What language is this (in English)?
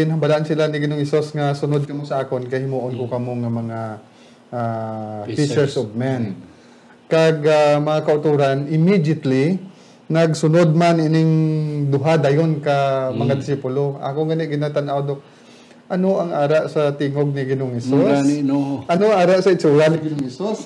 Hiligaynon